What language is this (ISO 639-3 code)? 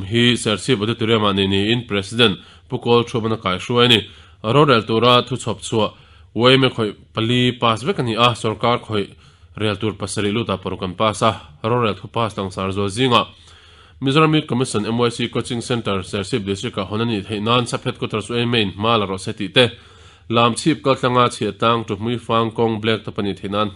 lus